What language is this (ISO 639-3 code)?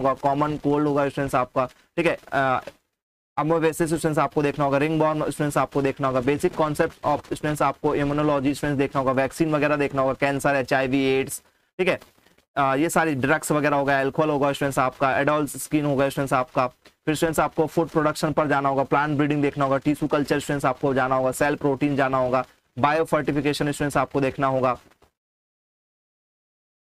hin